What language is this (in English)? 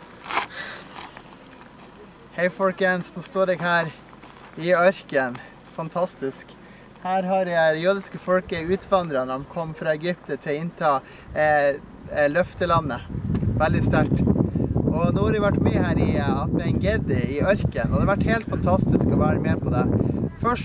Norwegian